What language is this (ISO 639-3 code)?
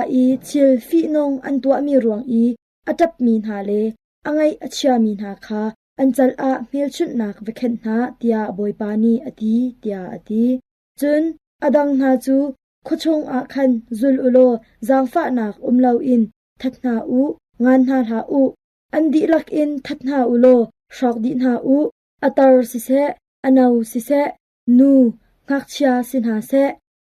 cnh